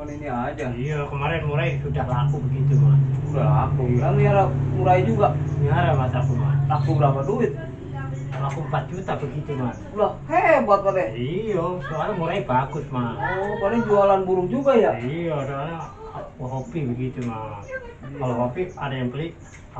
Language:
Betawi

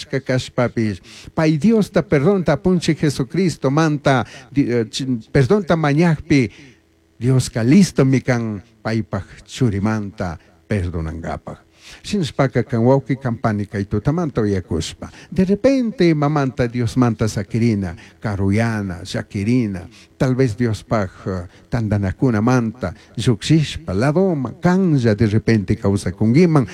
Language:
Chimborazo Highland Quichua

